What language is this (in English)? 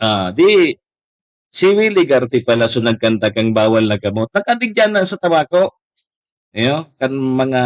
Bikol